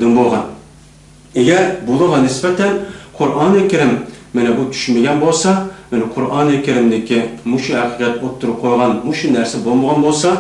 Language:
Uyghur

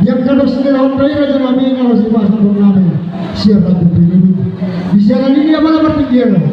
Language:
Batak Toba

